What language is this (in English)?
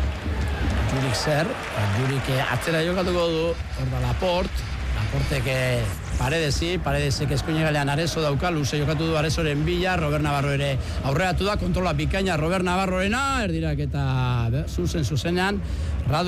Basque